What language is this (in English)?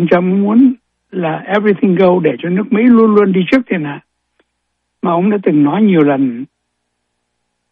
Vietnamese